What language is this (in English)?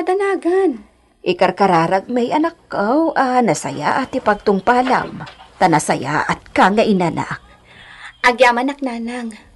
Iloko